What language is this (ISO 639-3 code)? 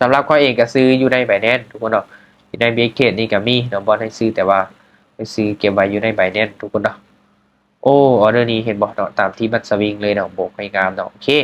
lao